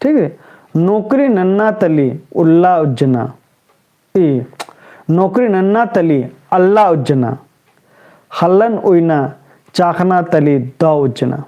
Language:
Kurukh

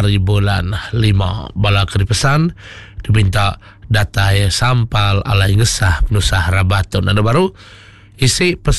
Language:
Iban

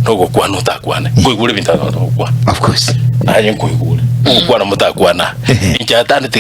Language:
Gusii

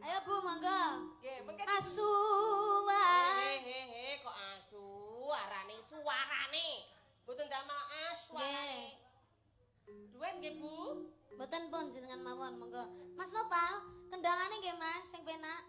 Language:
Javanese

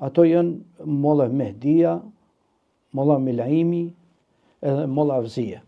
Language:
Albanian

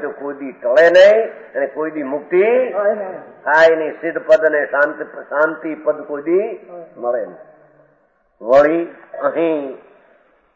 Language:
Gujarati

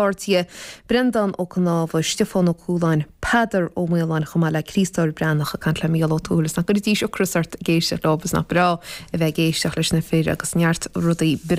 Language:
Irish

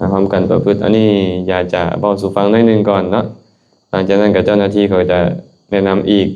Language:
Lao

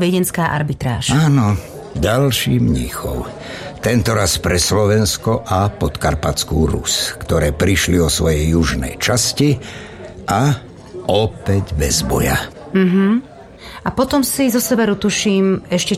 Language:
Slovak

